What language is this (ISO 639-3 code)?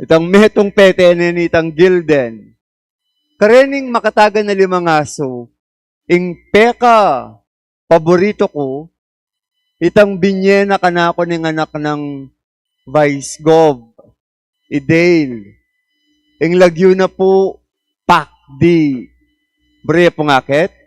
pam